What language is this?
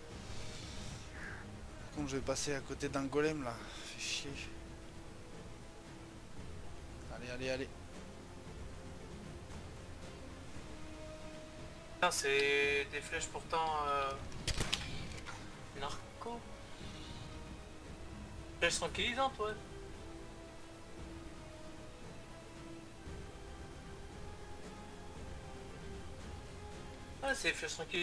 French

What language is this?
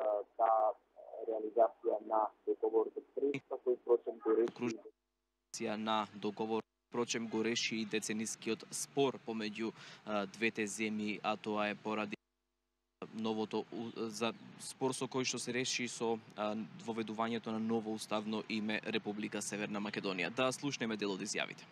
Macedonian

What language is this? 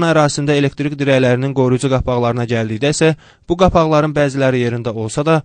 Azerbaijani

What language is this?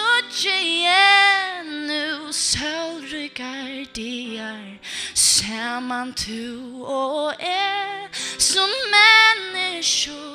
Faroese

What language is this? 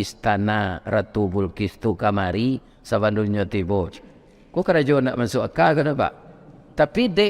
Minangkabau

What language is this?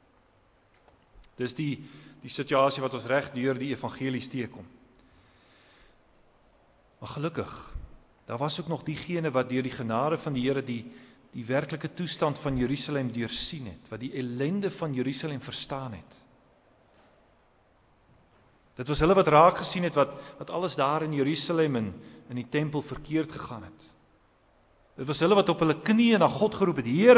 Afrikaans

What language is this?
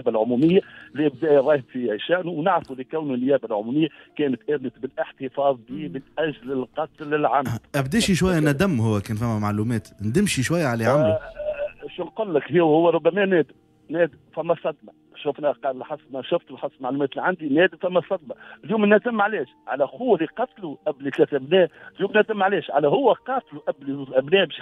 Tunisian Arabic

